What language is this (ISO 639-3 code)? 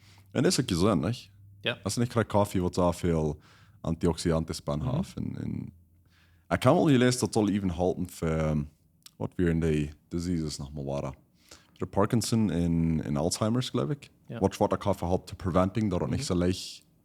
pdt